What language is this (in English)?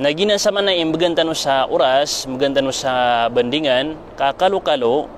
Maranao